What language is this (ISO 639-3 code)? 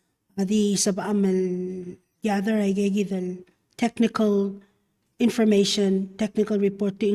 pau